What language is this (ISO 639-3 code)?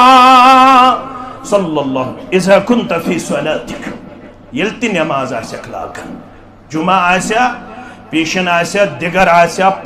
kas